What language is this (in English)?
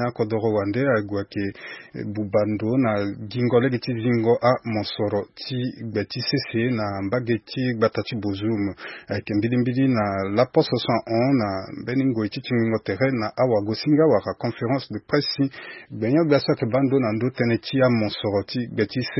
Sango